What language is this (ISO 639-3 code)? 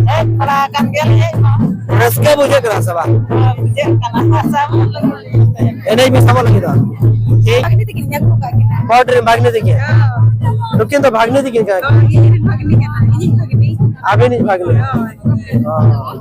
sat